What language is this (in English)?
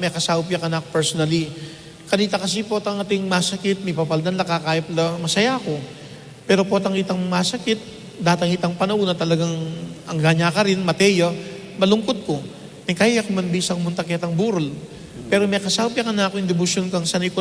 Pampanga